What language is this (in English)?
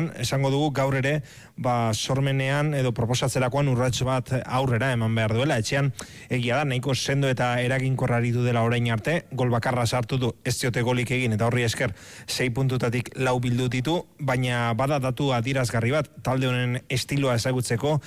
Basque